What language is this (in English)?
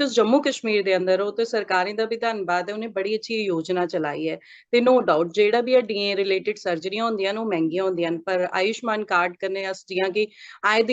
Dogri